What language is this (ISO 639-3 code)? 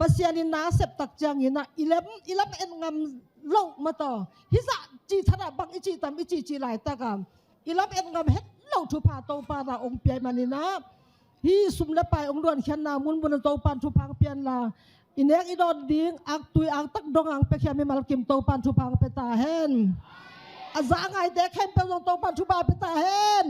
ctd